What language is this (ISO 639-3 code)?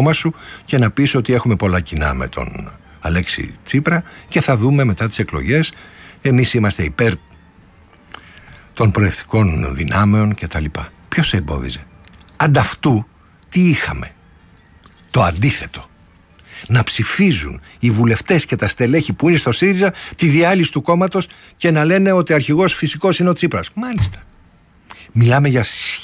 ell